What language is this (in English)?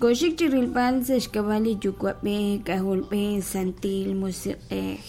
Kekchí